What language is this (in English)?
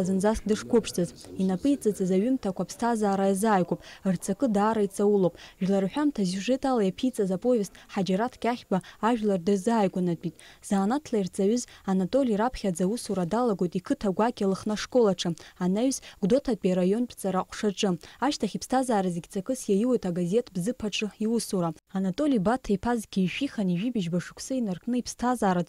Abkhazian